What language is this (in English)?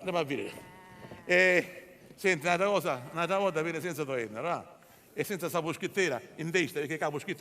Sicilian